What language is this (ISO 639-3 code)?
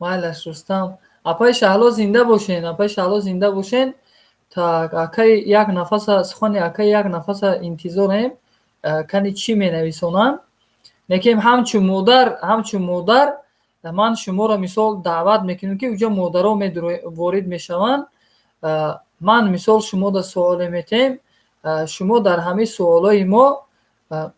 tgk